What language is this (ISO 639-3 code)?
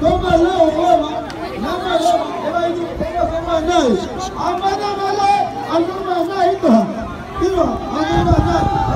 cuk